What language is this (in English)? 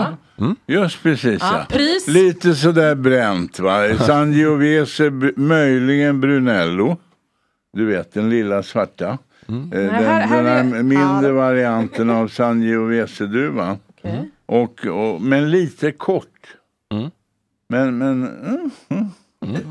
Swedish